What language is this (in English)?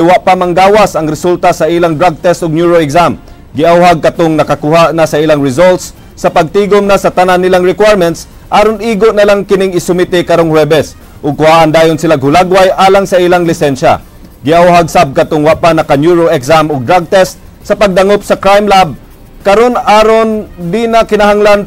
Cebuano